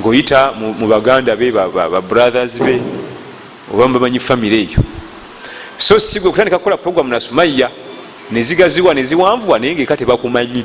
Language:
Ganda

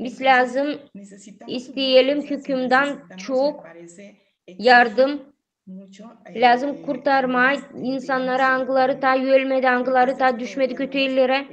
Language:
Gagauz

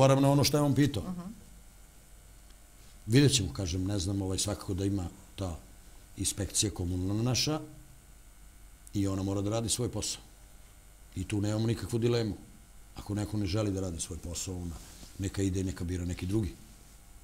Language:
Serbian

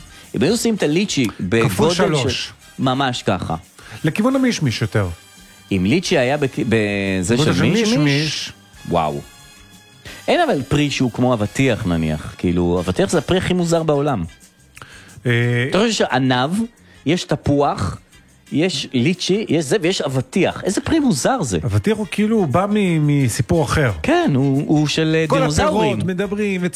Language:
Hebrew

